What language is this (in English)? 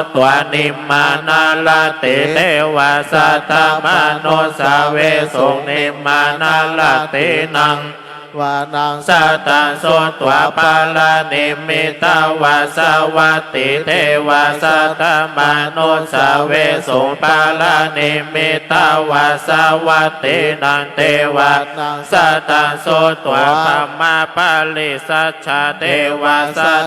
Pali